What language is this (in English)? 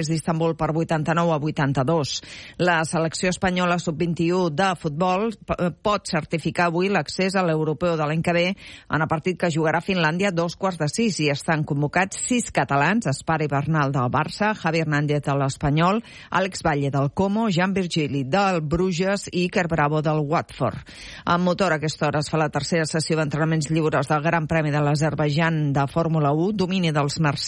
Catalan